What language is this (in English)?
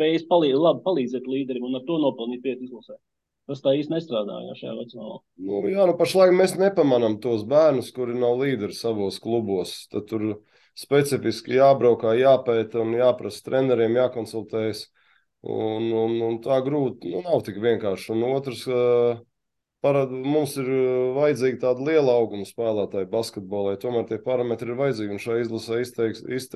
Latvian